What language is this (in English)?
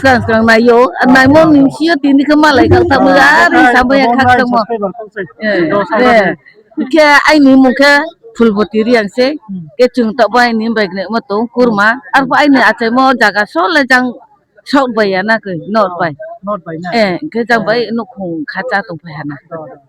Riang (India)